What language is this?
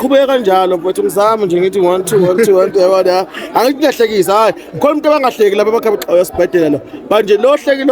Zulu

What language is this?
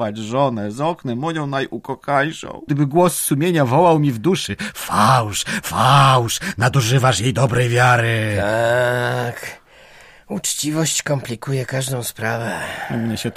Polish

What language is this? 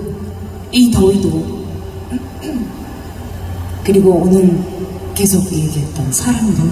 Korean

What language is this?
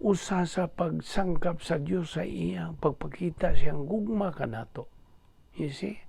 Cebuano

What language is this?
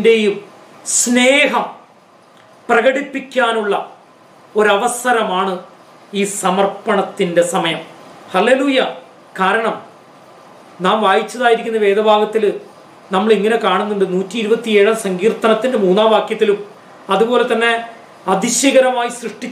Malayalam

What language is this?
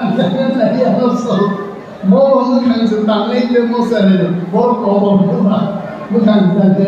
Kok Borok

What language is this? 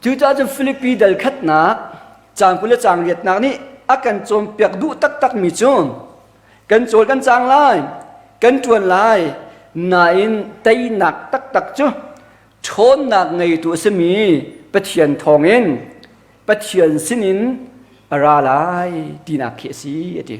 Hakha Chin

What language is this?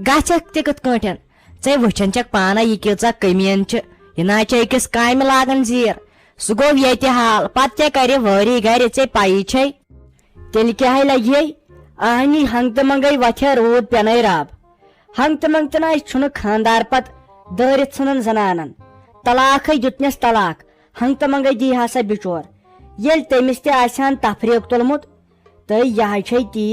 Kashmiri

